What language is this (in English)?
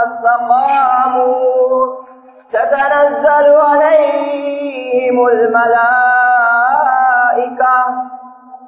Tamil